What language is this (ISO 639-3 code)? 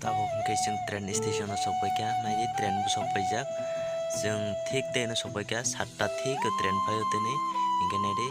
trp